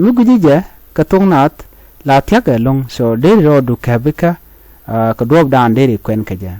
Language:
Nuer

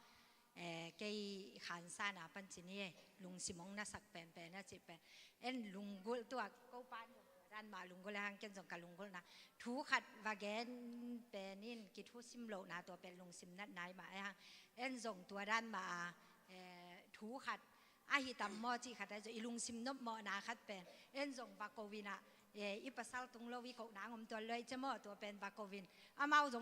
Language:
Tedim Chin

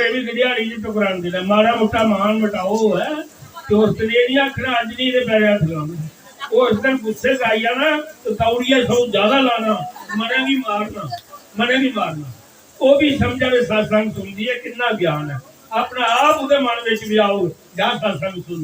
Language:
Dogri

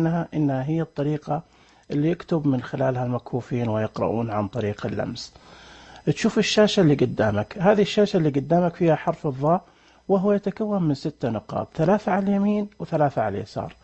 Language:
Najdi Arabic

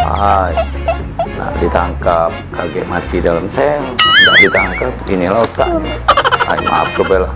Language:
Musi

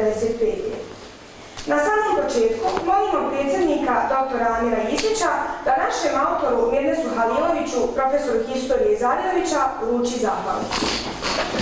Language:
Bosnian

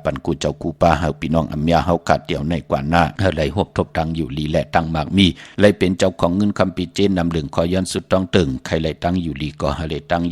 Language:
Shan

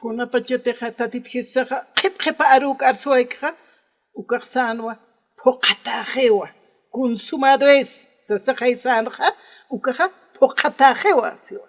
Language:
Aymara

